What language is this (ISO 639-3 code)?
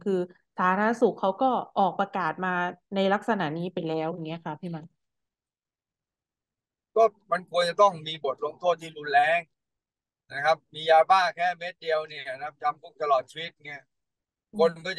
tha